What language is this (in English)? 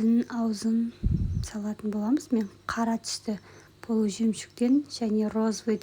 Kazakh